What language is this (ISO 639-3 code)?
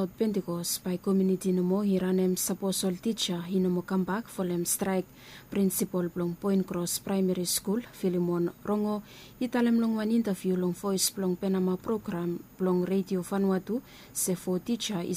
bis